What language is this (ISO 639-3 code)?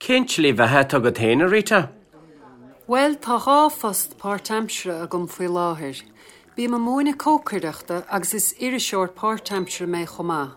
gle